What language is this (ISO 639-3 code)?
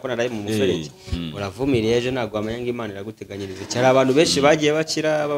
kin